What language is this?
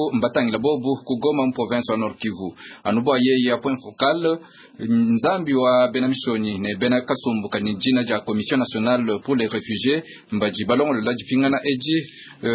Luba-Lulua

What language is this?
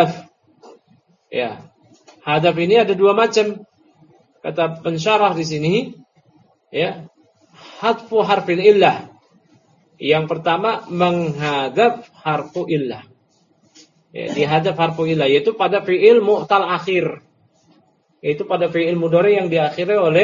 Indonesian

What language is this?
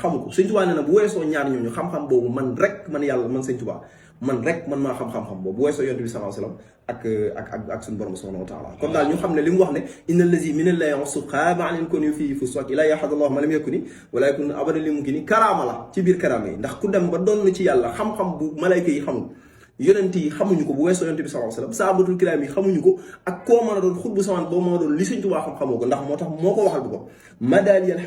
Wolof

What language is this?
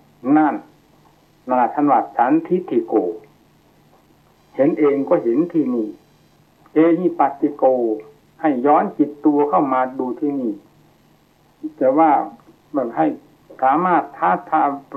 Thai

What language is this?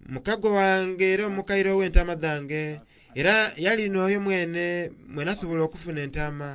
Soga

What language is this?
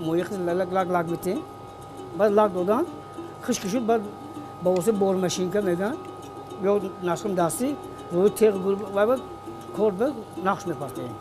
Tajik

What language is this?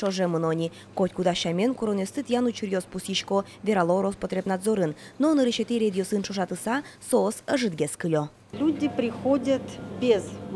Udmurt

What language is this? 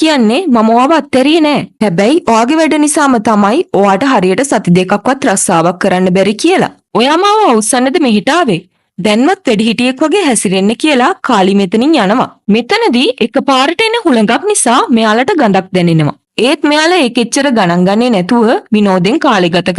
Sinhala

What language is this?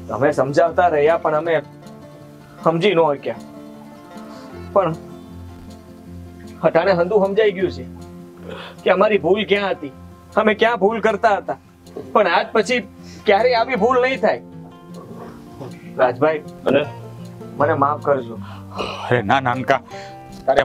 Gujarati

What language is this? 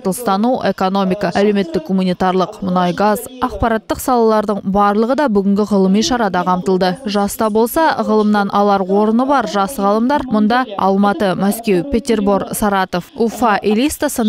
Kazakh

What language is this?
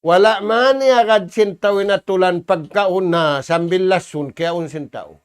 Tausug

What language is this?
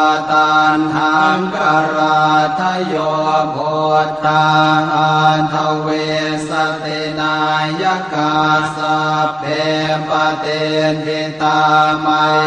Pali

